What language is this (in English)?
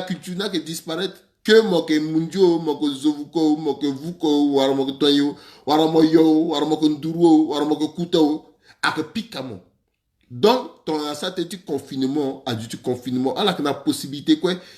Sango